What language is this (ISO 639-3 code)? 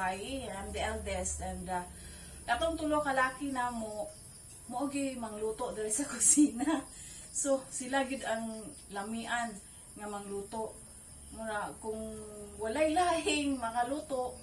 ceb